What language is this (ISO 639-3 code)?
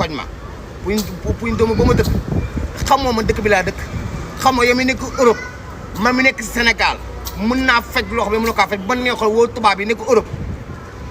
wol